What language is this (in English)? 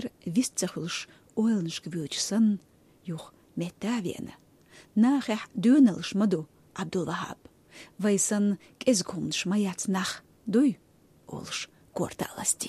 Chechen